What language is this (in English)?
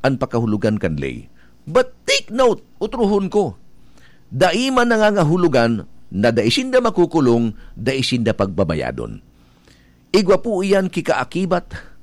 Bikol